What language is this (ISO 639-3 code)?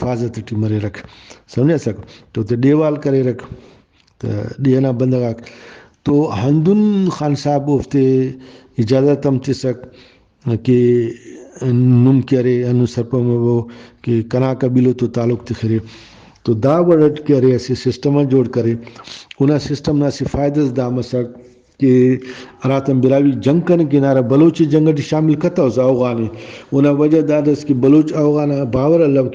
brh